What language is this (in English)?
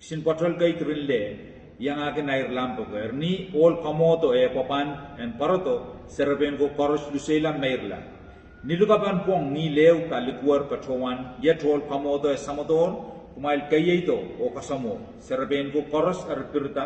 Pohnpeian